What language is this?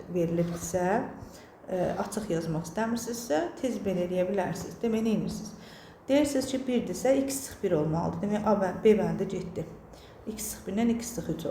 Azerbaijani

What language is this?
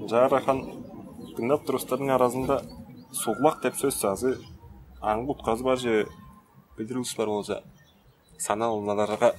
Tuvinian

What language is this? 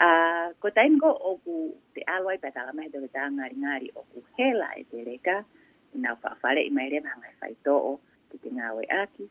Tongan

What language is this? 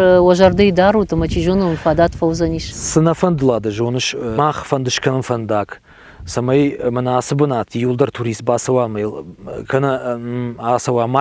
Ossetic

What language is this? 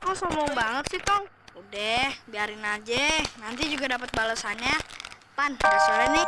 Betawi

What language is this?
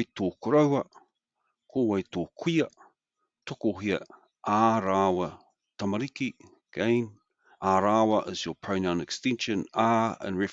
Māori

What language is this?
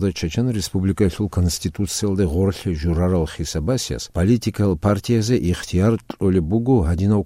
Avaric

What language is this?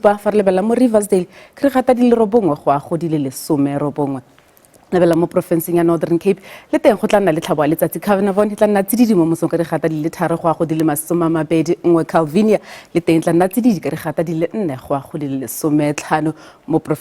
Tswana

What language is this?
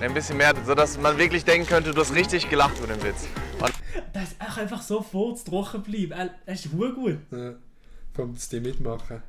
Swiss German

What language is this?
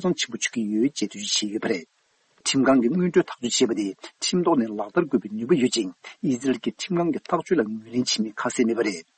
Tibetan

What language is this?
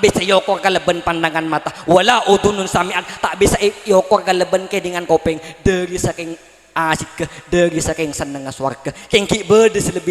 Madurese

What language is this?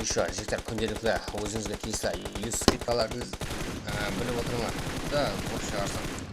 Kara-Kalpak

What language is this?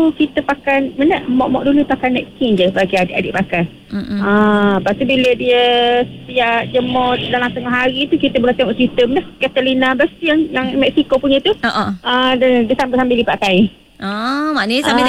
Malay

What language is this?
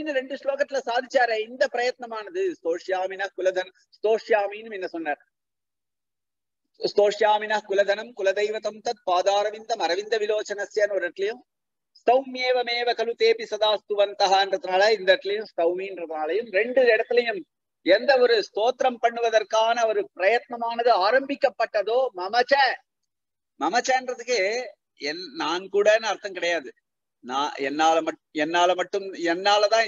Tamil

